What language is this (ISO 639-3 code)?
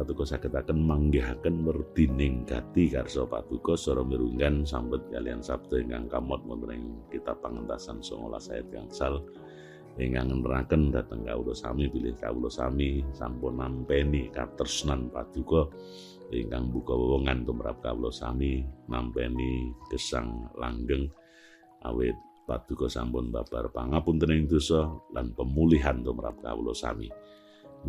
jav